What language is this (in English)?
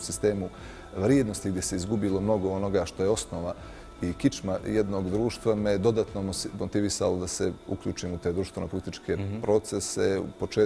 Bosnian